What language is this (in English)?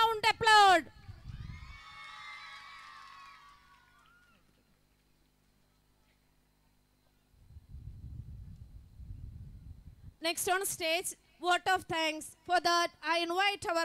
Malayalam